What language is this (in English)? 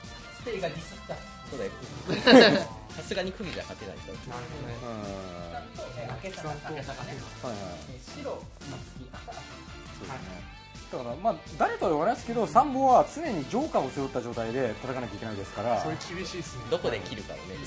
Japanese